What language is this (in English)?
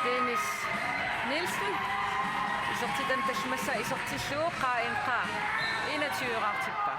Kalaallisut